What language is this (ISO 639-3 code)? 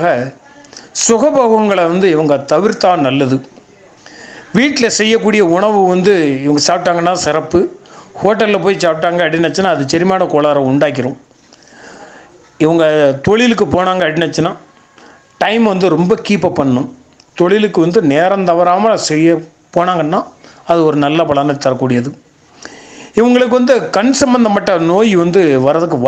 tam